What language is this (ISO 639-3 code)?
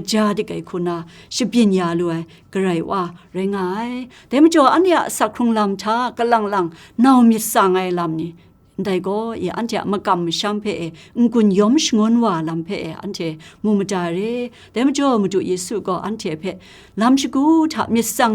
kac